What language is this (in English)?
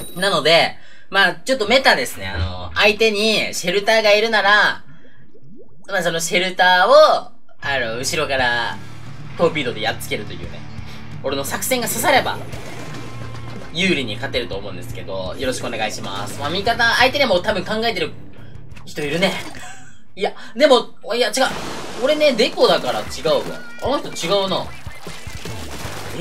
Japanese